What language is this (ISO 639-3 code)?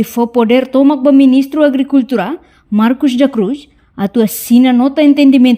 tet